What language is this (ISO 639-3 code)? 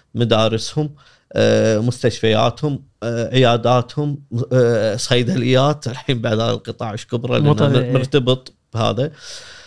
afb